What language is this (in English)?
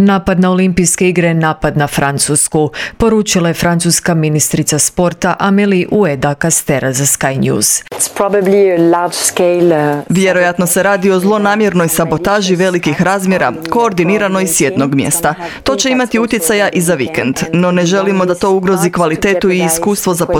Croatian